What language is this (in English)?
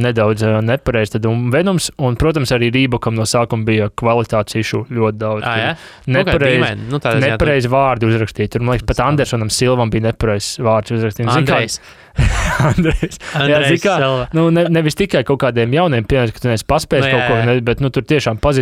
Latvian